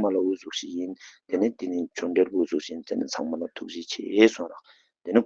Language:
Ladakhi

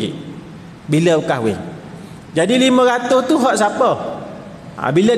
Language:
Malay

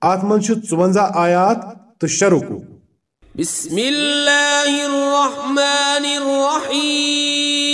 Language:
Kashmiri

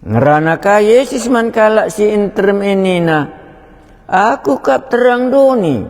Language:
Batak Karo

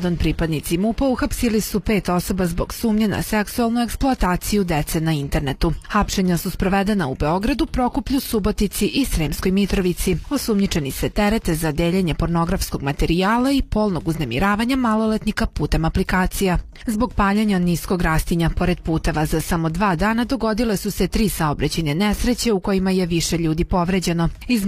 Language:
Serbian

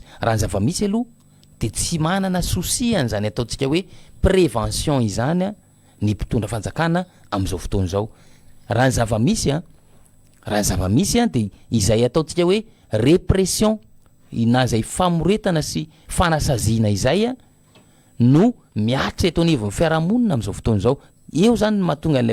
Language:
Malagasy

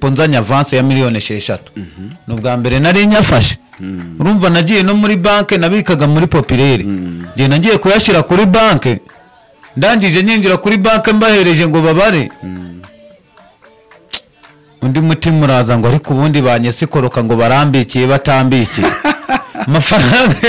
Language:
Kinyarwanda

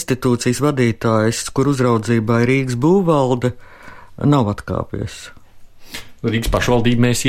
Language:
Latvian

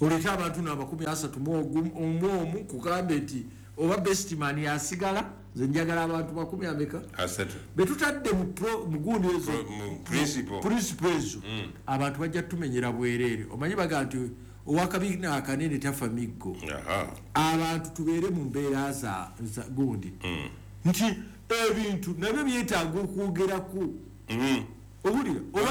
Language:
Ganda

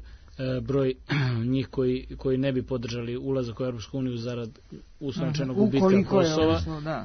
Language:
Serbian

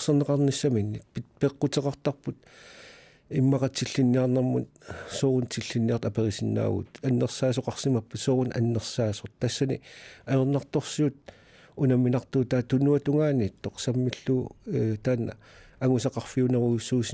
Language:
Kalaallisut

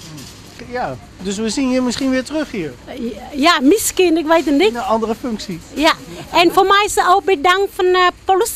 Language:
Dutch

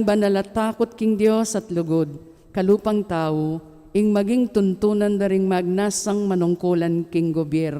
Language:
Pampanga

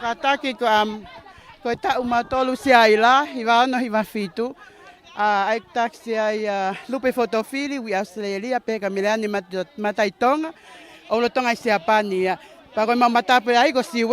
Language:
Tongan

